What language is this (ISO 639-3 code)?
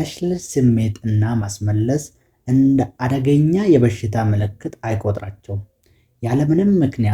amh